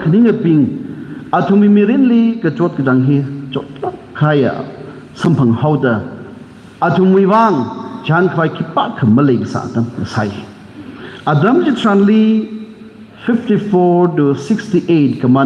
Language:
Tangkhul Naga (India)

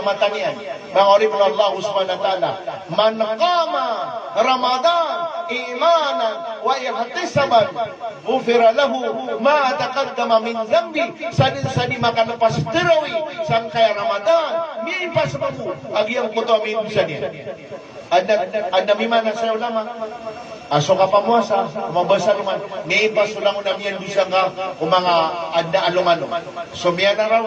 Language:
Maranao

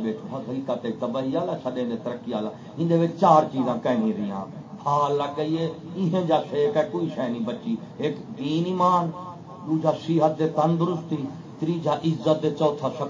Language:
Saraiki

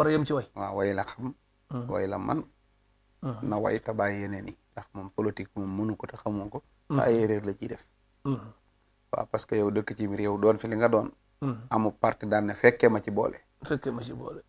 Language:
Wolof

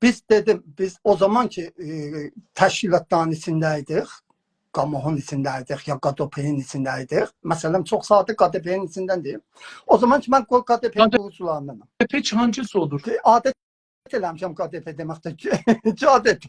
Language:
South Azerbaijani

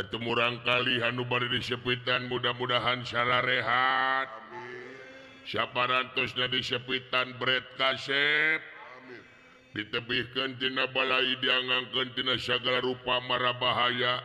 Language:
Sundanese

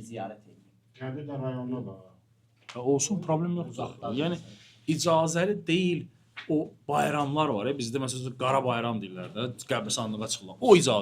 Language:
Azerbaijani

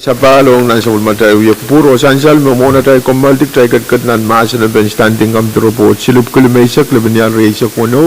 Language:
Pohnpeian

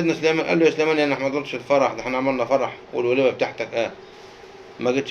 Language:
Egyptian Arabic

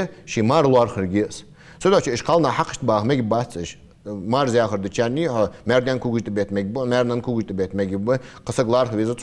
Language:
Ingush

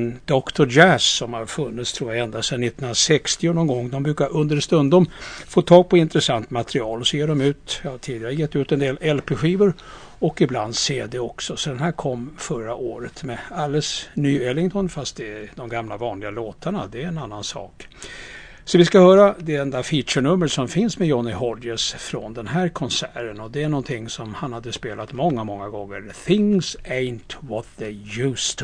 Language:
Swedish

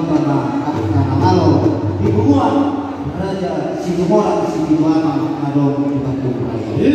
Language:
Batak Toba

